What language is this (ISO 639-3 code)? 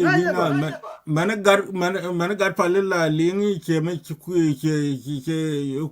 nus